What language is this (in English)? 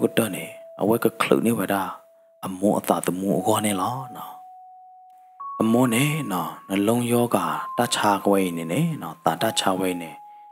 S'gaw Karen